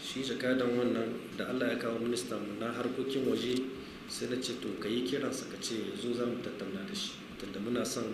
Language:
Hausa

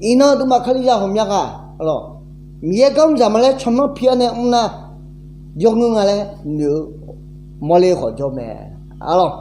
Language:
Akha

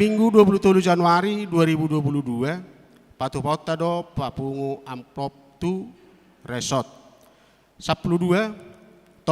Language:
Batak Toba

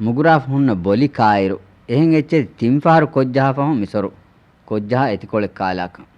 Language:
Divehi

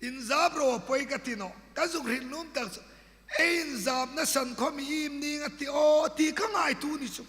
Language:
Hmar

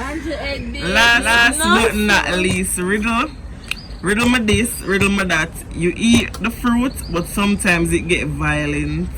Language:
Jamaican Creole English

